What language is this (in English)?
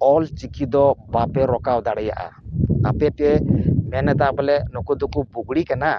Santali